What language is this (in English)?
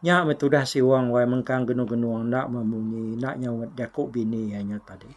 Iban